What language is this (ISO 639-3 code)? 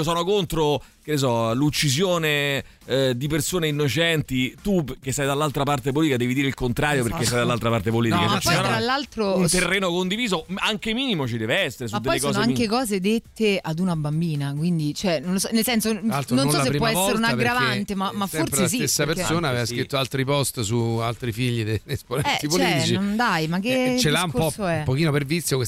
ita